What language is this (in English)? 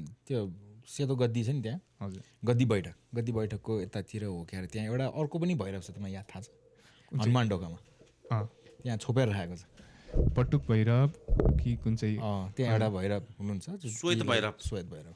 Nepali